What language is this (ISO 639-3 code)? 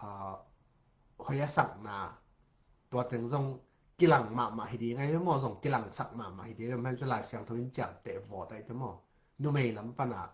ctd